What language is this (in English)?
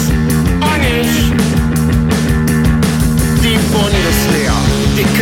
German